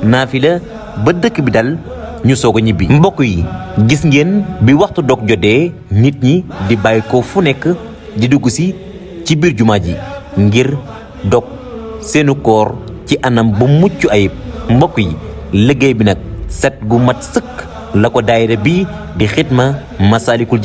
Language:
Wolof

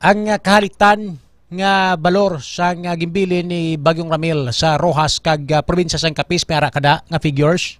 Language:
Hiligaynon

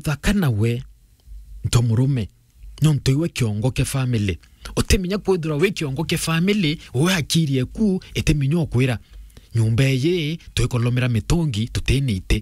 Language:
Meru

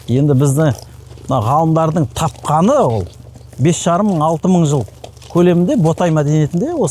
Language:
Kazakh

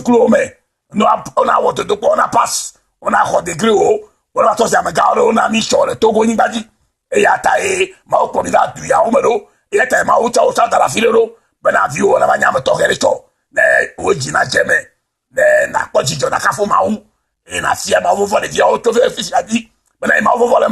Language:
Ewe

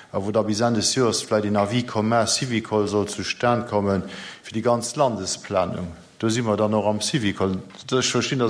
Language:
Luxembourgish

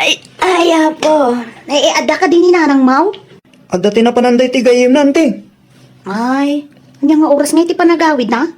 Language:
Iloko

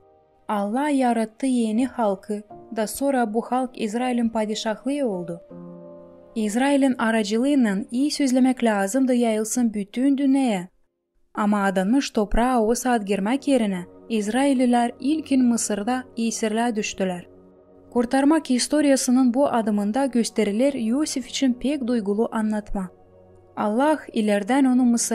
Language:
Gagauz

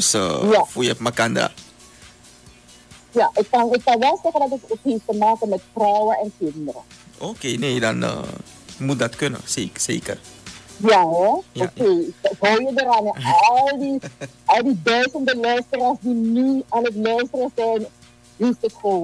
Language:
Dutch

